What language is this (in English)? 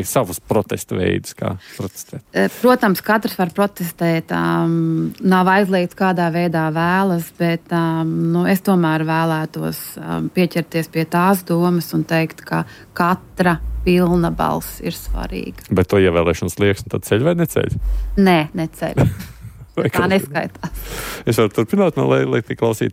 Latvian